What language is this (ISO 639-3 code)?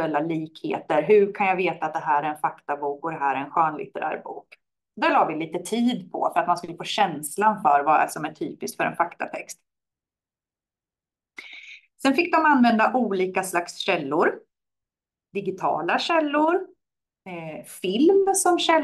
swe